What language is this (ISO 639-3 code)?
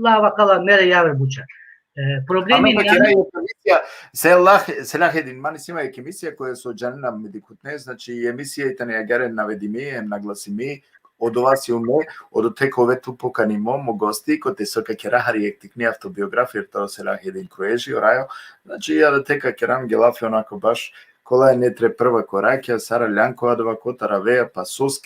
rmn